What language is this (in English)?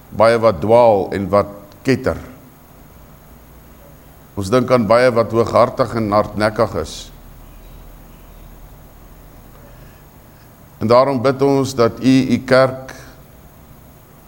Afrikaans